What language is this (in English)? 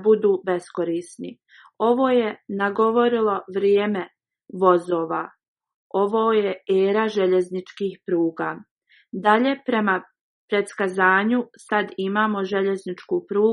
Bosnian